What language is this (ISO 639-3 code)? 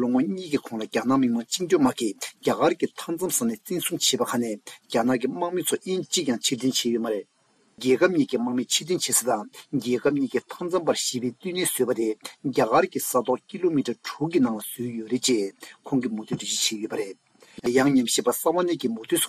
bod